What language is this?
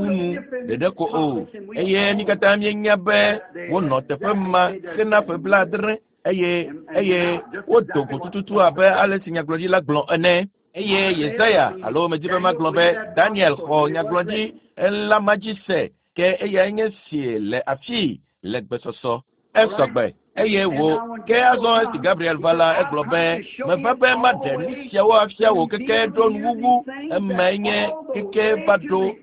Ewe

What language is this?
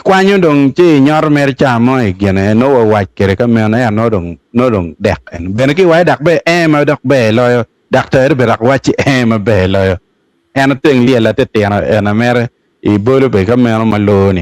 Acoli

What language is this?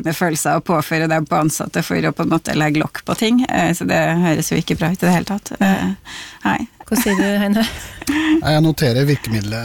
Norwegian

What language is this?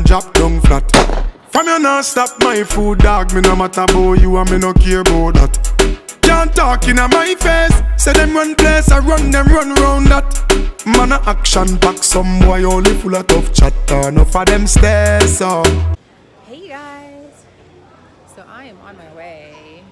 Jamaican Creole English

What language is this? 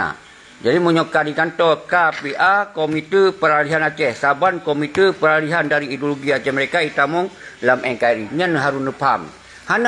Achinese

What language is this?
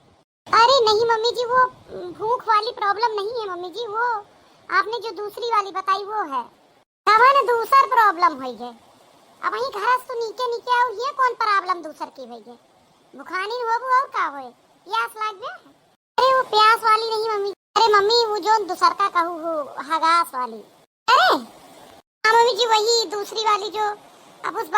Awadhi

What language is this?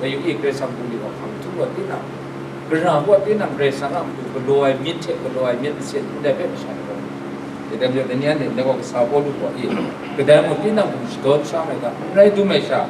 Kachin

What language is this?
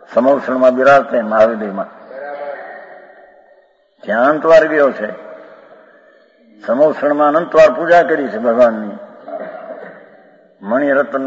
Gujarati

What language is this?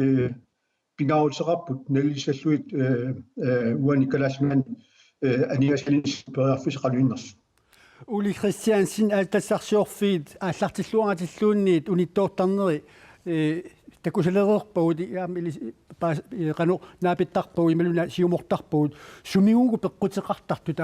Kalaallisut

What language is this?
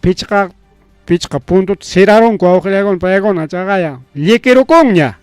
Ayacucho Quechua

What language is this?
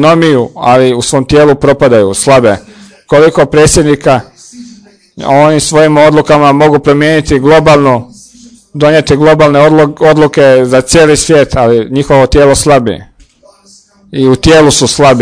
Croatian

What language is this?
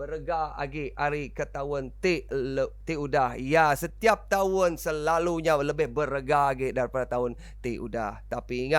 Iban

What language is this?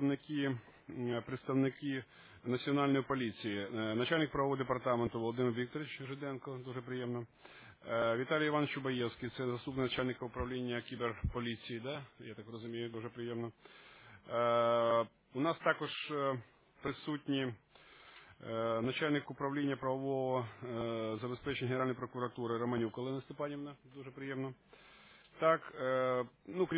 Ukrainian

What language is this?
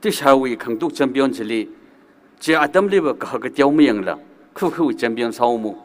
Tangkhul Naga (India)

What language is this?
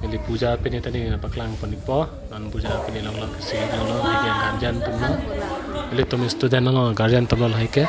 Karbi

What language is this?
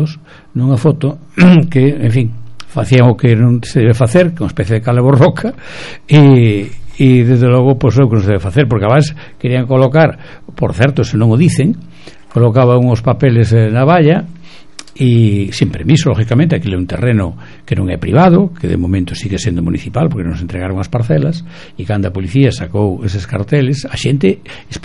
Galician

